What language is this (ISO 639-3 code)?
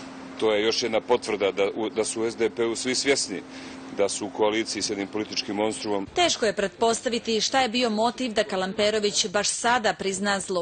bos